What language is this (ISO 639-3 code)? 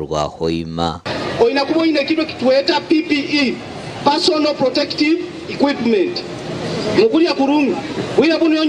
nyn